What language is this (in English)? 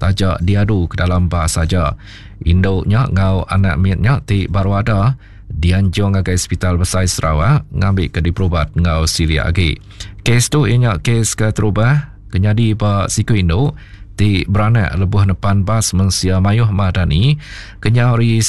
Iban